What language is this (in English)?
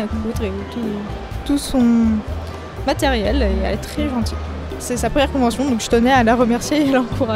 French